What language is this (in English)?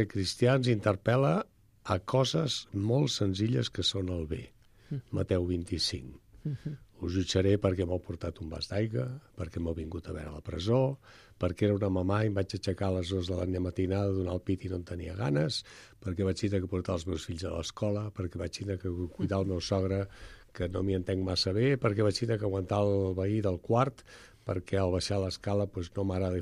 Catalan